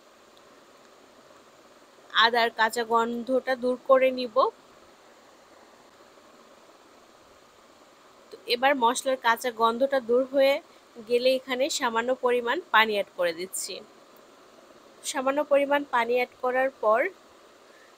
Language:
Bangla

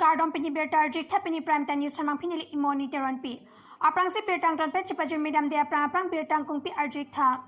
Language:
Karbi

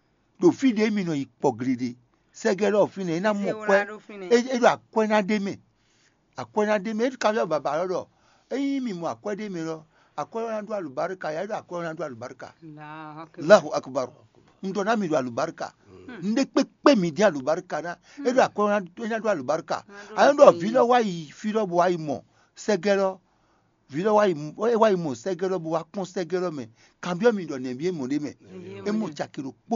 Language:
Fon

